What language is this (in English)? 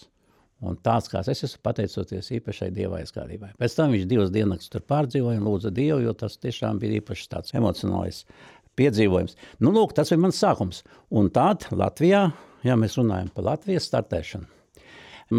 Latvian